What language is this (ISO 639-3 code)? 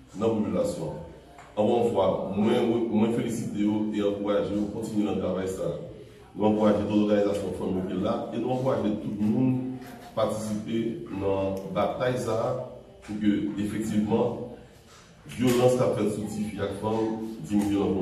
hat